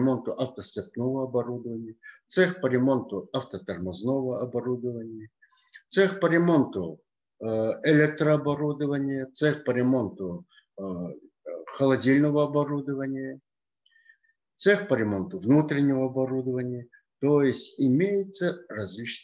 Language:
Russian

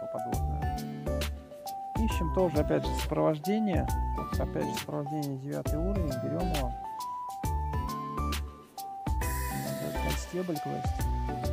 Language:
Russian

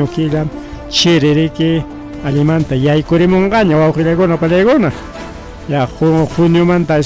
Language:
Ayacucho Quechua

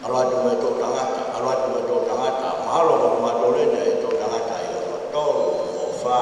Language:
Tongan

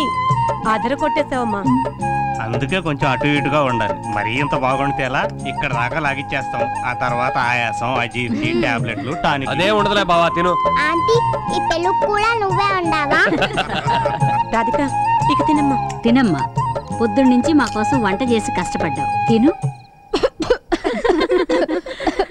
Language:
Telugu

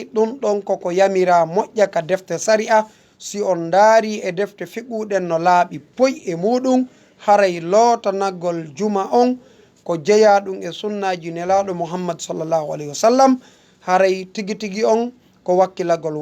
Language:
Fula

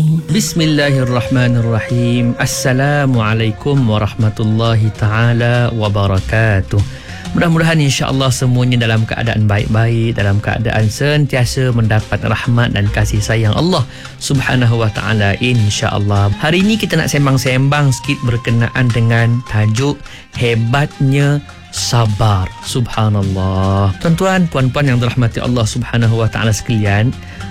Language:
Malay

